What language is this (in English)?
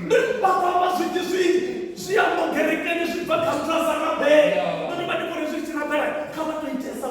Venda